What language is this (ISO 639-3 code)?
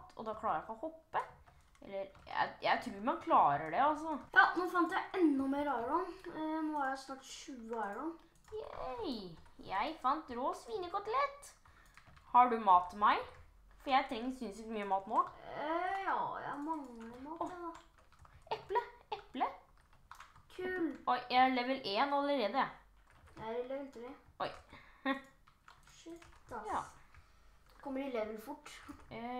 nor